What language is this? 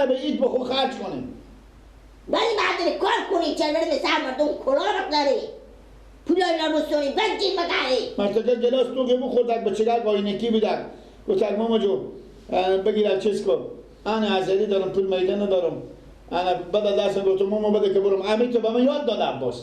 Persian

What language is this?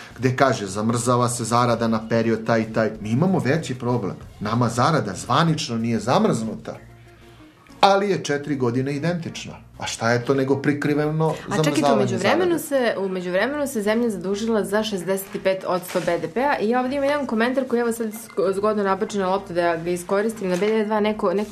Serbian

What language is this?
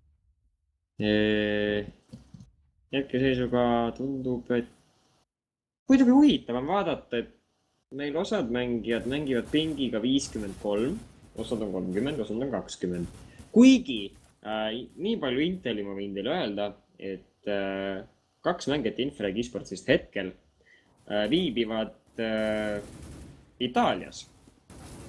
Estonian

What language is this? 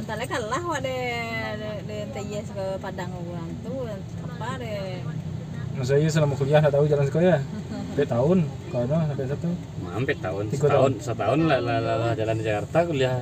Minangkabau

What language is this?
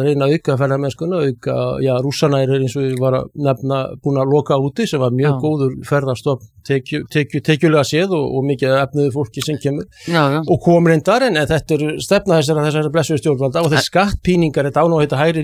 Icelandic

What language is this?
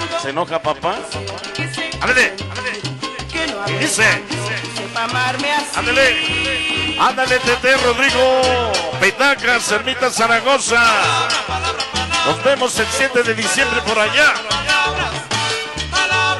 Spanish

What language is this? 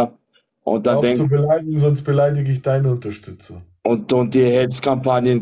German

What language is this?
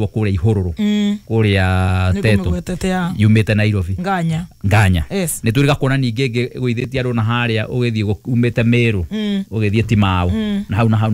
Kikuyu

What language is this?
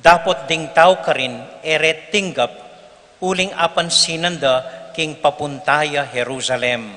Pampanga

